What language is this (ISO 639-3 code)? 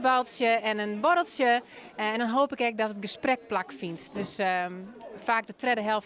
fry